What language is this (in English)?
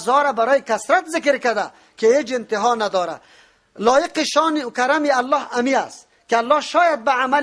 Persian